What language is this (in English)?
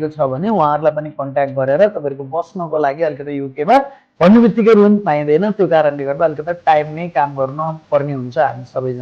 Nepali